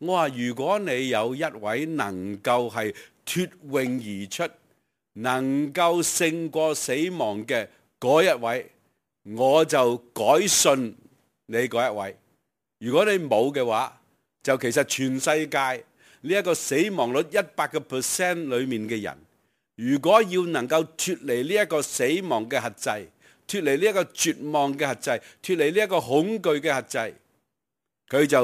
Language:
Cantonese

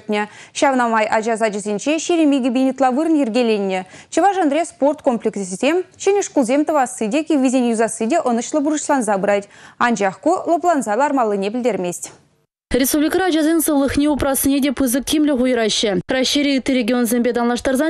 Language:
Chuvash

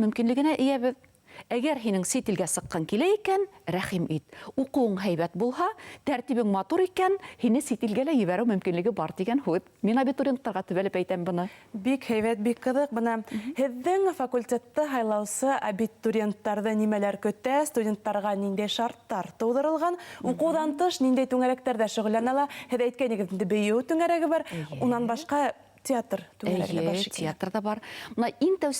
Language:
Bashkir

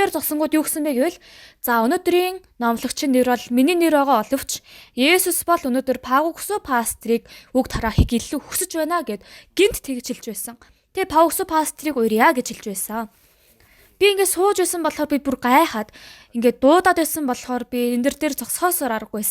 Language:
Mongolian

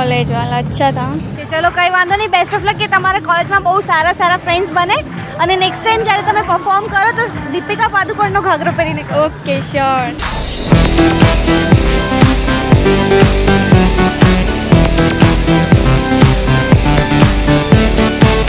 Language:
Gujarati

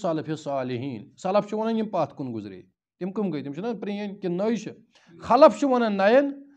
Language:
Kashmiri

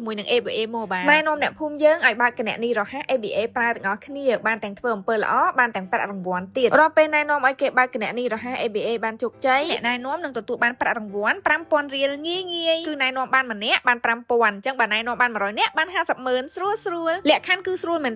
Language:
Khmer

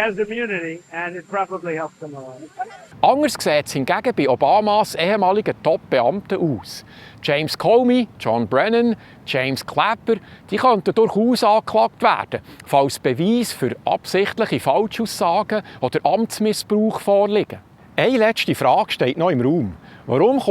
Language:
Swiss German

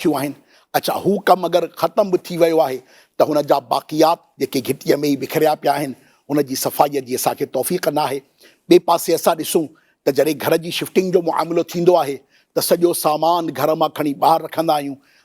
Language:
Sindhi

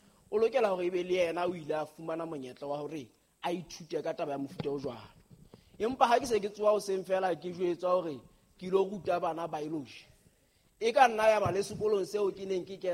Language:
Southern Sotho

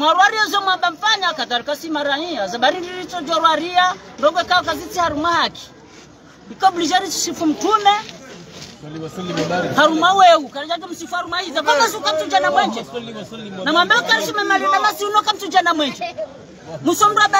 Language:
Swahili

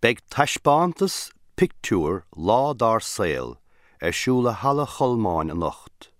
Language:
Irish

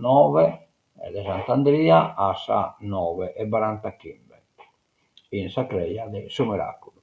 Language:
Sardinian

